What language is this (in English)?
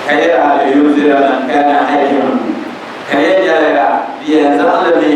Dagbani